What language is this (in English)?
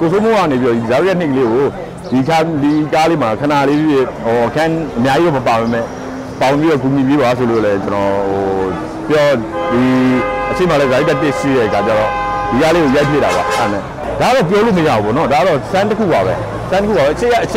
Burmese